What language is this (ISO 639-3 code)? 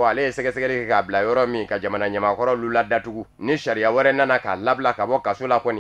bam